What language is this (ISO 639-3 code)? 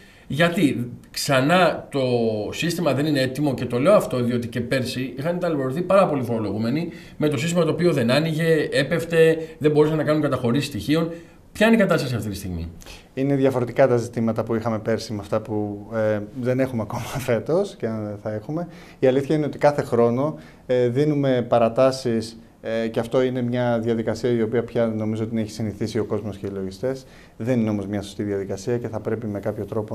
ell